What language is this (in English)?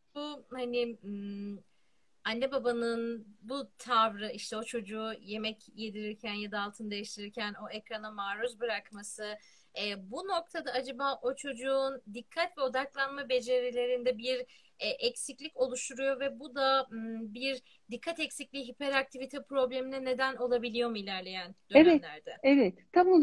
Turkish